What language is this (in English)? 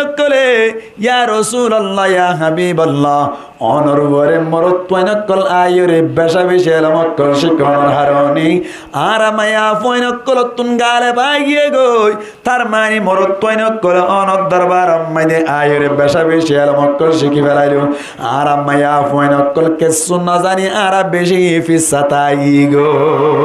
Rohingya